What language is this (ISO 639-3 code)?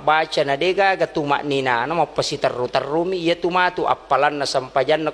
bug